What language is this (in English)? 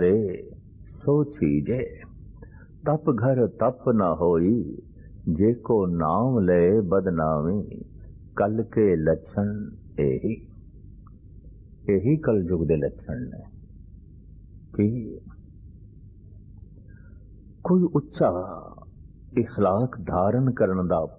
Punjabi